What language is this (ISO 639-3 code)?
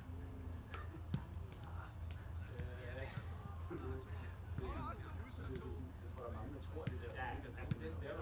dan